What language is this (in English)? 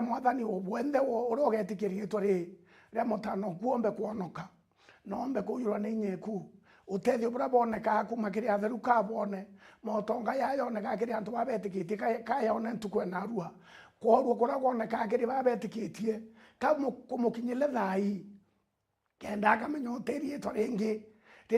Meru